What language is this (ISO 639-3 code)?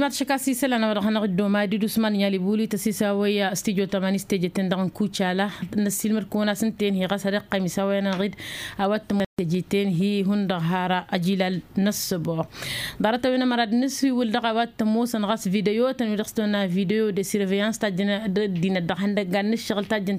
taq